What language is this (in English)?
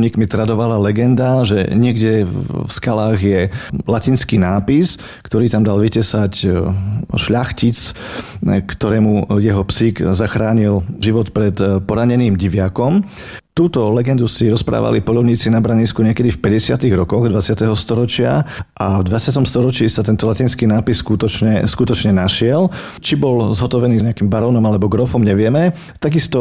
Slovak